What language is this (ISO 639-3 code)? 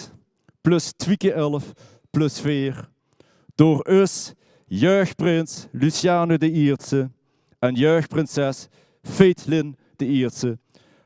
lim